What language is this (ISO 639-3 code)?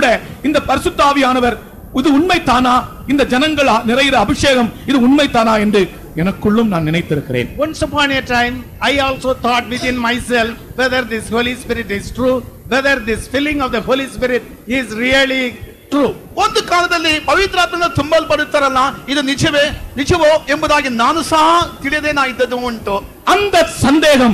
tam